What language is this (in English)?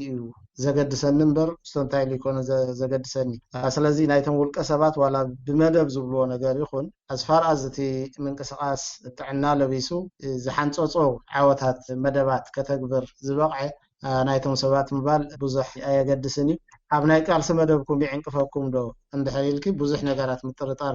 Tigrinya